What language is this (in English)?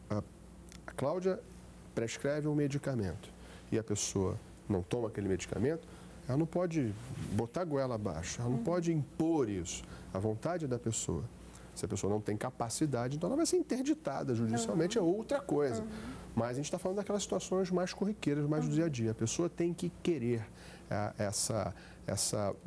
Portuguese